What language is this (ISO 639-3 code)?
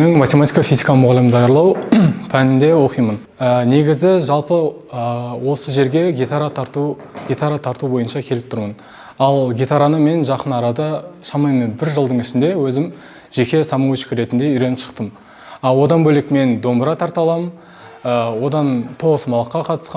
kaz